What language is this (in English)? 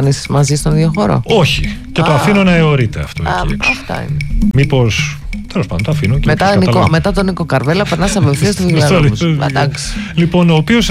Greek